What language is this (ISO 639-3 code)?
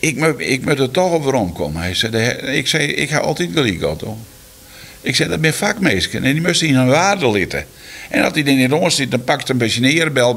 fry